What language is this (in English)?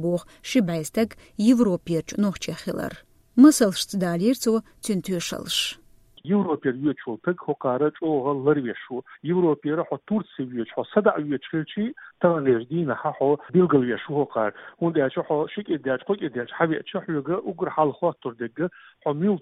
Chechen